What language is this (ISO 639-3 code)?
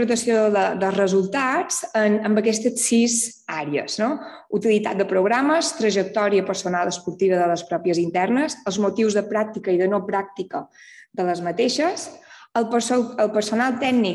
cat